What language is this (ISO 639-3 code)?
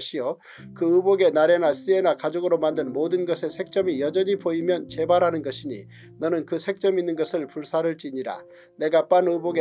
kor